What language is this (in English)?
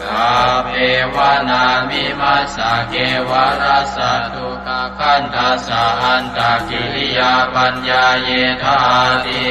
Pali